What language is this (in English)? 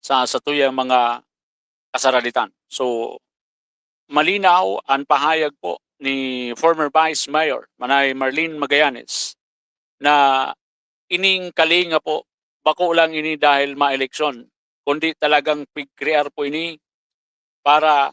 Bikol